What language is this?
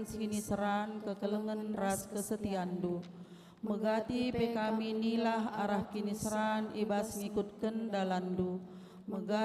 Batak Karo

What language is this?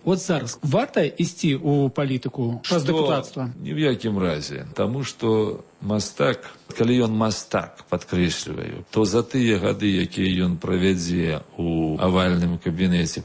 Belarusian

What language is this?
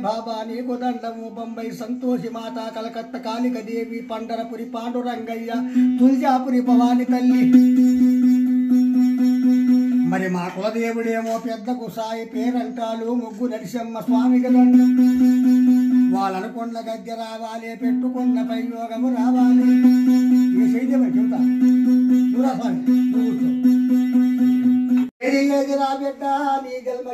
Telugu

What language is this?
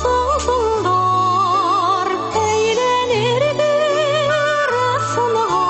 Bashkir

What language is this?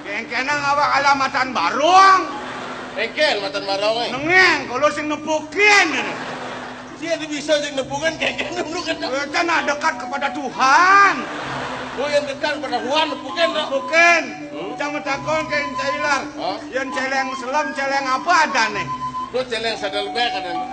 Balinese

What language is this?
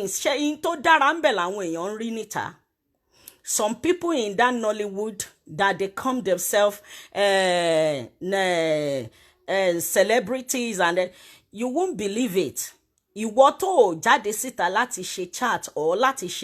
Yoruba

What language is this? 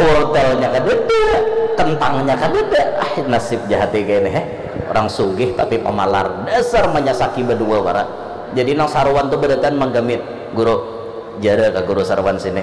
Banjar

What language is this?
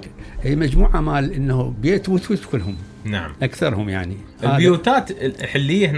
Mesopotamian Arabic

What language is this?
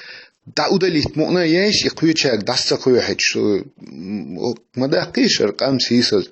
Chechen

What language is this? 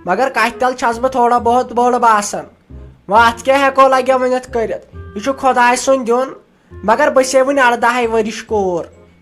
Kashmiri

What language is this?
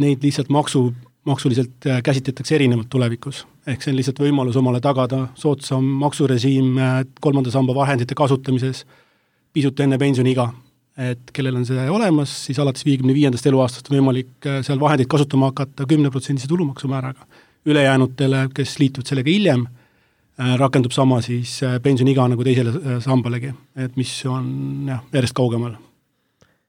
Estonian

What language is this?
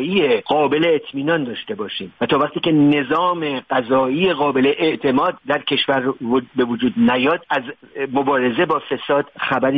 Persian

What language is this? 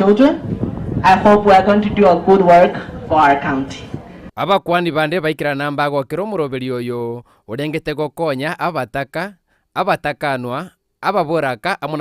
Gusii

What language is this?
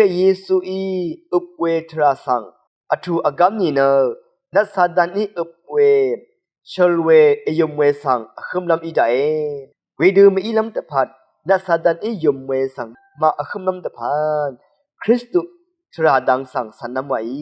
Rawang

